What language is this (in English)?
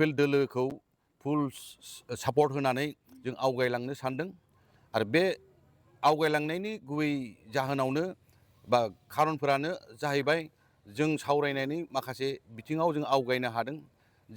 Bodo